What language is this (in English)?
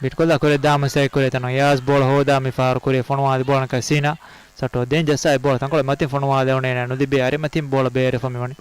Divehi